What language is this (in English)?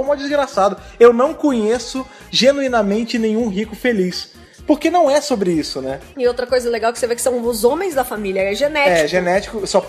Portuguese